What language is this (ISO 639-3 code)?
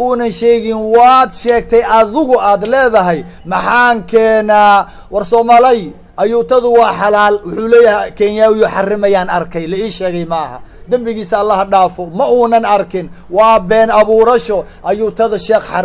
som